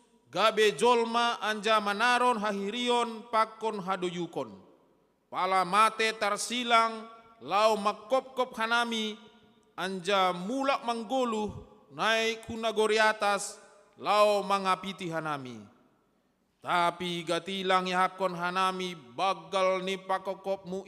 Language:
Batak Simalungun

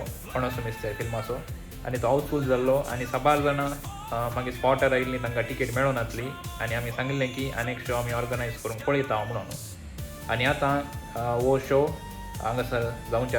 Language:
Konkani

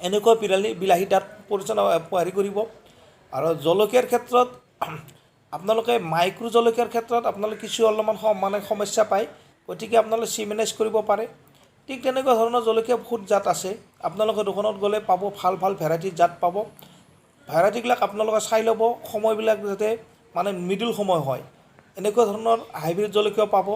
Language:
Assamese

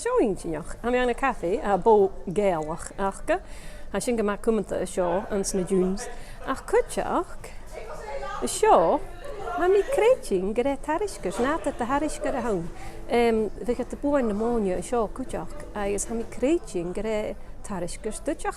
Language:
Scottish Gaelic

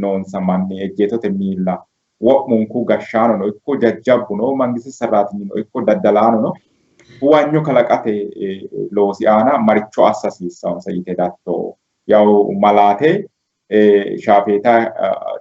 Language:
Sidamo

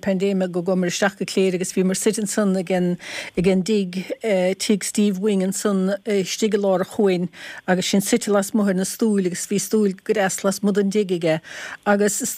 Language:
Irish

